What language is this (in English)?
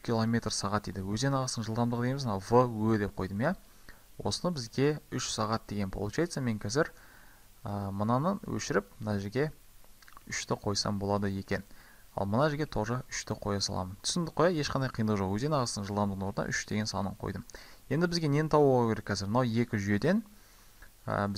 Kazakh